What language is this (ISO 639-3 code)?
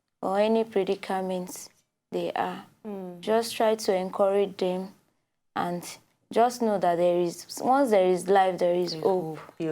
pcm